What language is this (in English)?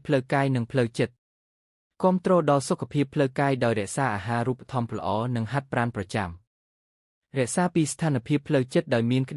Khmer